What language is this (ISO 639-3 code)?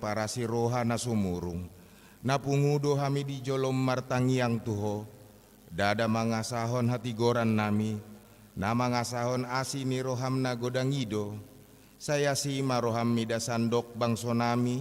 bbc